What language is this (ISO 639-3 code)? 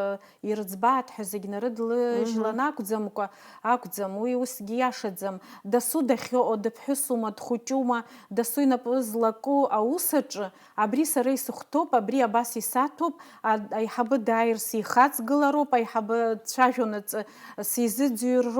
abk